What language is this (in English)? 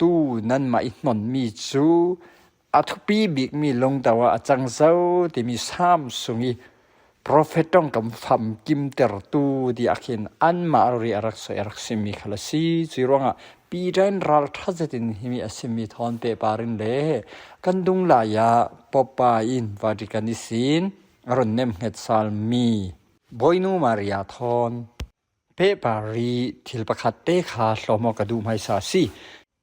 Falam Chin